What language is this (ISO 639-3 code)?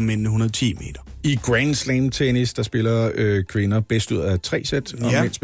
dan